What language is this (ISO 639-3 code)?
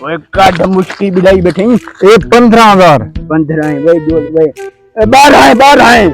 skr